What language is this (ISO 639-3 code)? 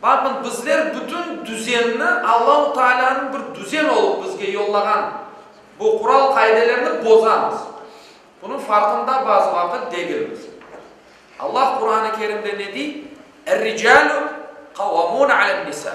crh